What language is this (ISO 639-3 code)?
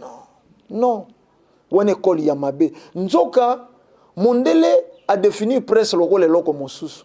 lin